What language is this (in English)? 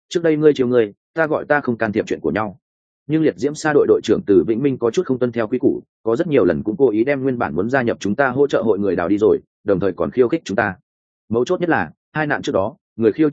Vietnamese